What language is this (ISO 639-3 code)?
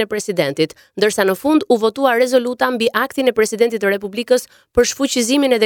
sqi